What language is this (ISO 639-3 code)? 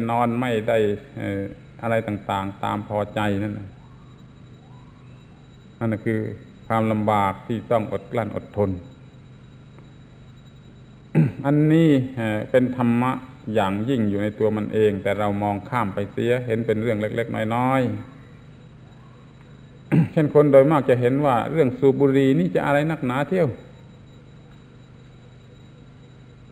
tha